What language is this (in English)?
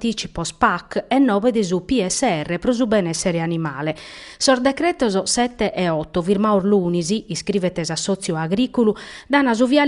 Sardinian